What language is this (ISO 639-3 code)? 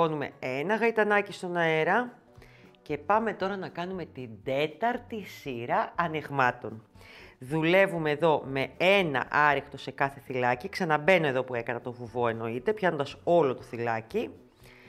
ell